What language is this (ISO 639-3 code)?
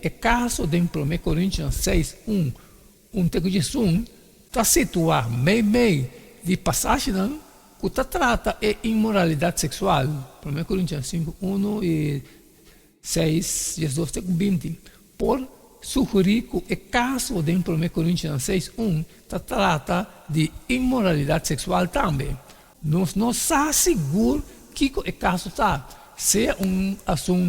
pap